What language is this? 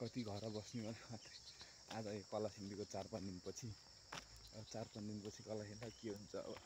Nepali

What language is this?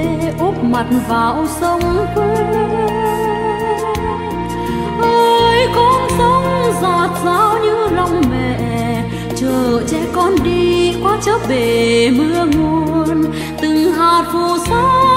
Vietnamese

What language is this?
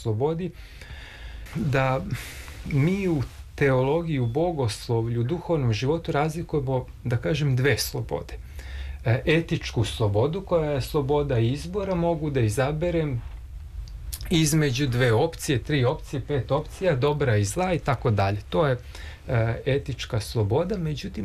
Serbian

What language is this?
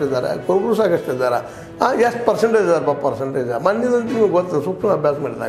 Kannada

